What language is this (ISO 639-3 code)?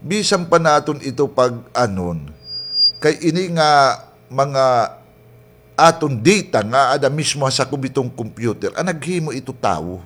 war